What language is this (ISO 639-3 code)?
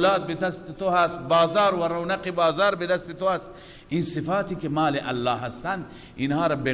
fas